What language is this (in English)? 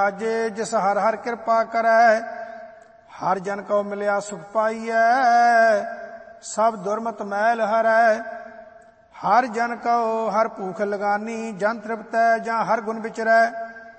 Punjabi